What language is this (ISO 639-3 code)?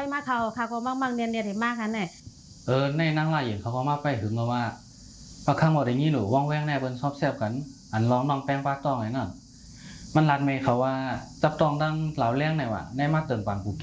shn